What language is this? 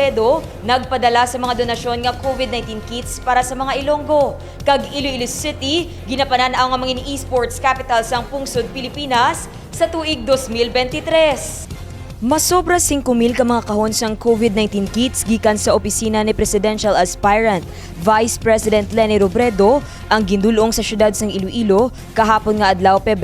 Hiligaynon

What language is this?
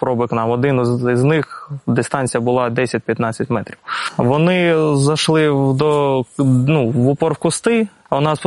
Ukrainian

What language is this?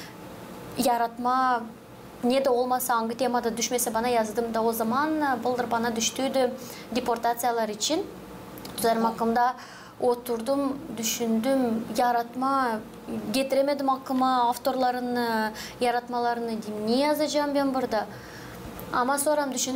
Gagauz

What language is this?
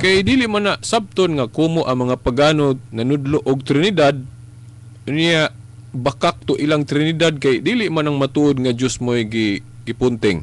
Cebuano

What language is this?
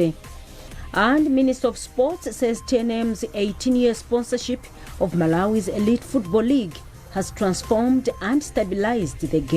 English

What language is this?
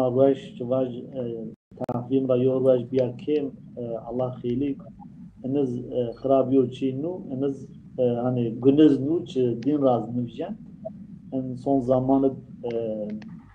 Zaza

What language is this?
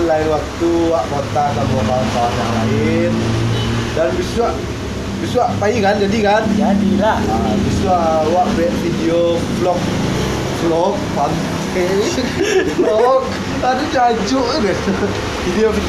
Minangkabau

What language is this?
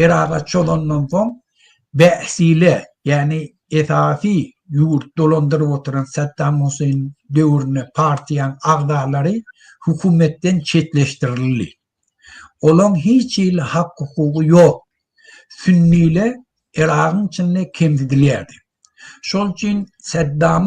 Turkmen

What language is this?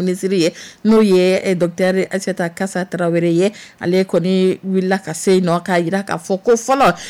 Dyula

